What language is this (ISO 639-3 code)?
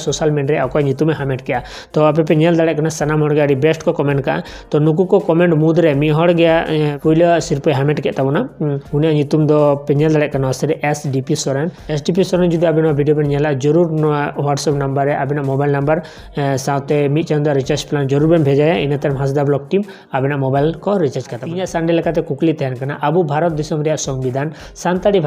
sat